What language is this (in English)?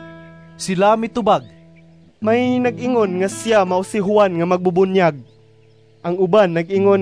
Cebuano